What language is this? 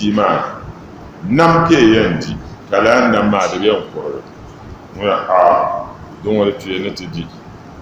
Dagbani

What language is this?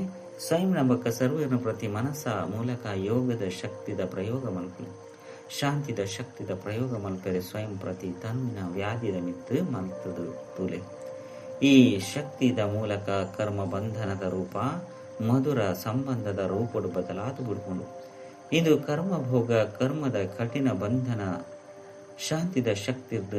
Tulu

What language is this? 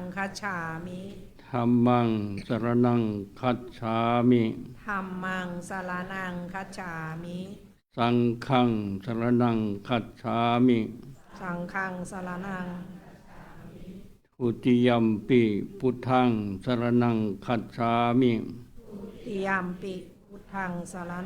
Pali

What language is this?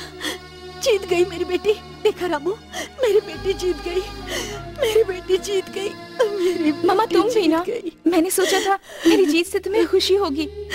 Hindi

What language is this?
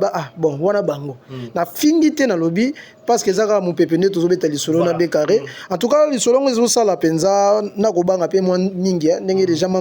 Lingala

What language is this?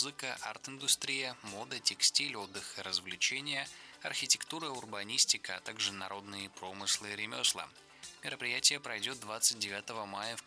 Russian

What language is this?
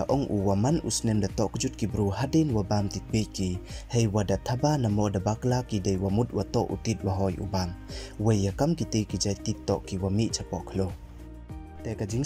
Pnar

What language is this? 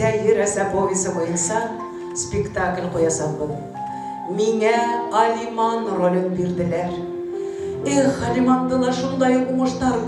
Bashkir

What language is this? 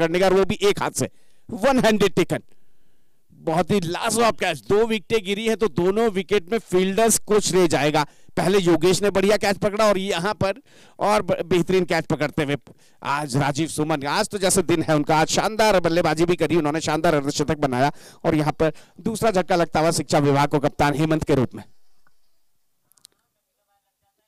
Hindi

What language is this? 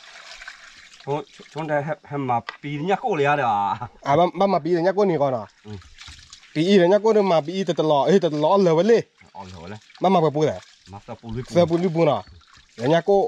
S'gaw Karen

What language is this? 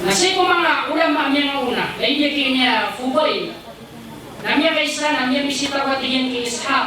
Maranao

